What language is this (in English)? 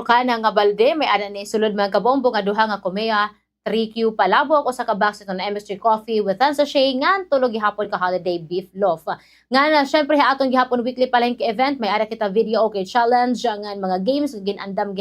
Waray